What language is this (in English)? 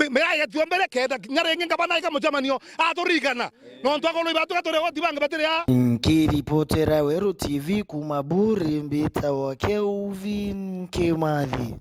Meru